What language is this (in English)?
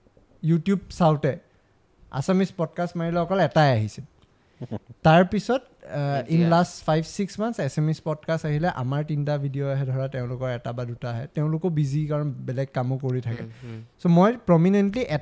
Assamese